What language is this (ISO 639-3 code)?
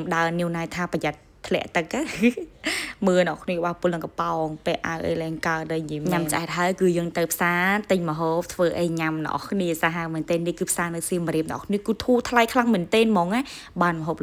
khm